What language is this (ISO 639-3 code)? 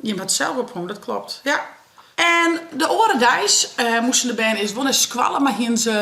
fry